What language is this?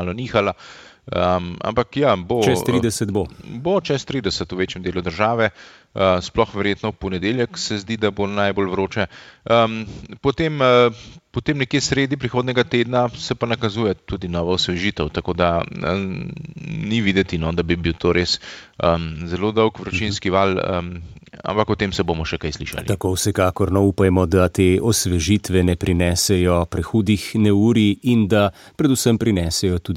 Slovenian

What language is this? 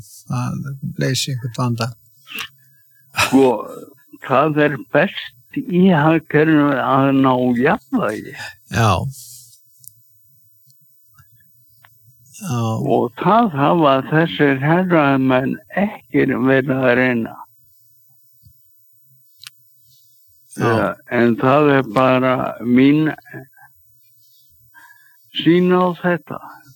Icelandic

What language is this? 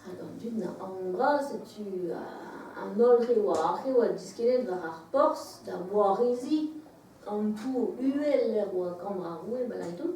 Breton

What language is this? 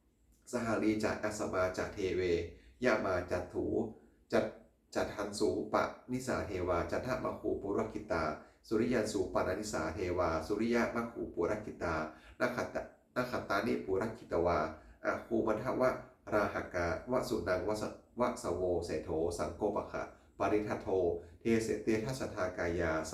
Pali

